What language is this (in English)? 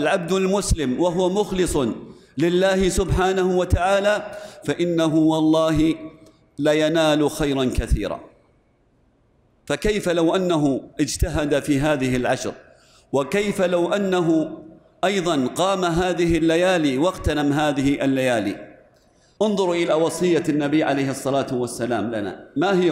Arabic